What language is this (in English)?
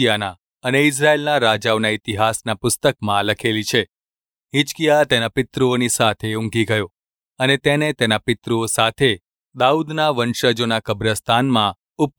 Gujarati